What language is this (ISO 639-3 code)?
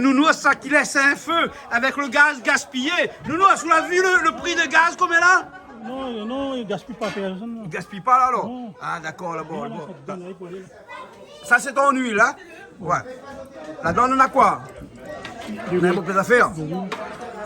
rcf